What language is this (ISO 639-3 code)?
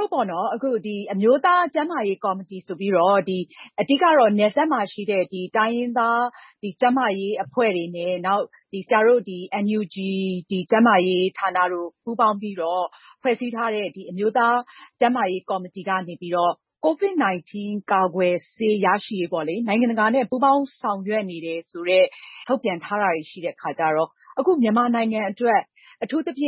mya